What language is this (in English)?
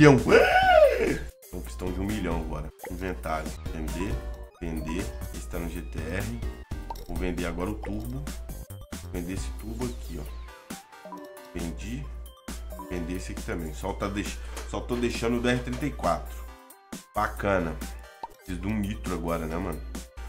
Portuguese